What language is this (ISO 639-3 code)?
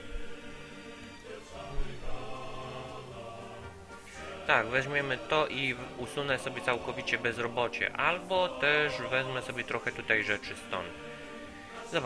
pol